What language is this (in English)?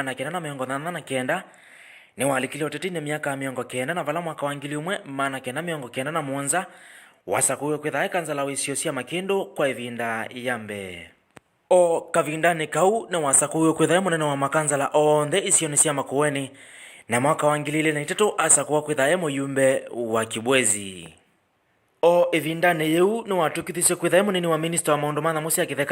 Kamba